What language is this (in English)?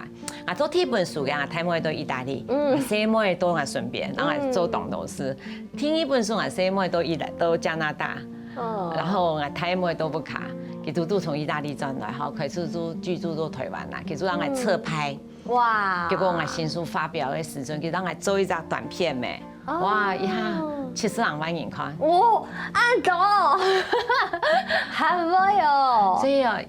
Hakka Chinese